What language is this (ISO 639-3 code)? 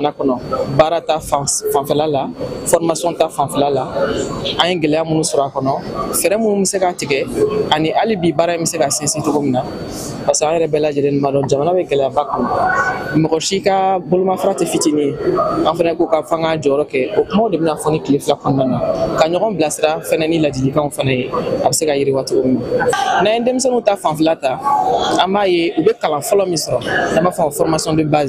bam